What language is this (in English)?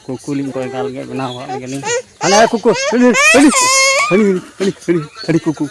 Santali